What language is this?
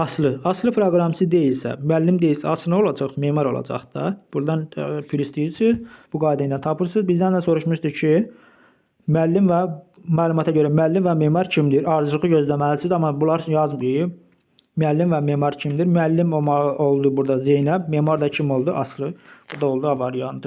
Azerbaijani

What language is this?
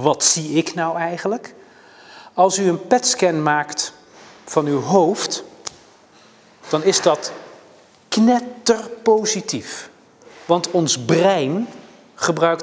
Dutch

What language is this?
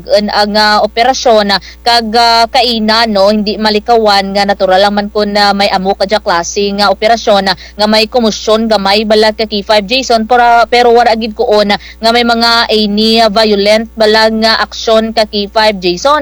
Kinaray-a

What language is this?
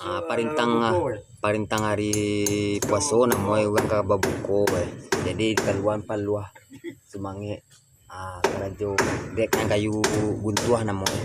Minangkabau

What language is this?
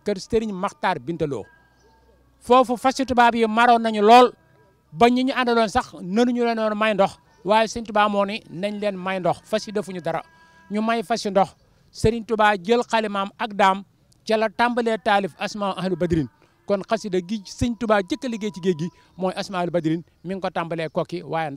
Wolof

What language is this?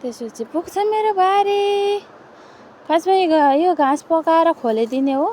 Nepali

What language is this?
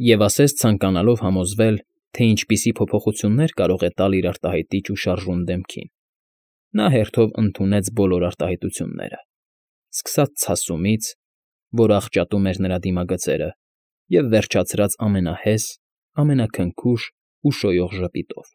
Armenian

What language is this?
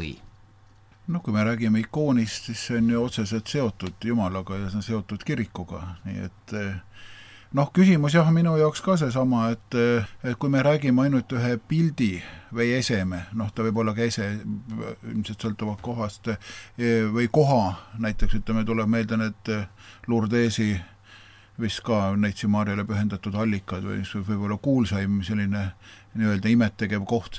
Estonian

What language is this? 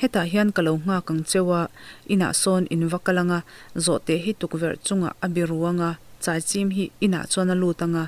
Mizo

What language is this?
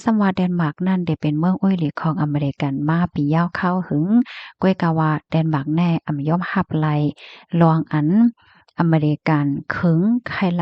Shan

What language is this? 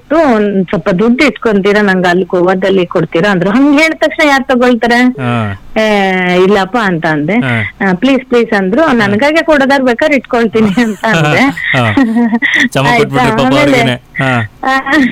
Kannada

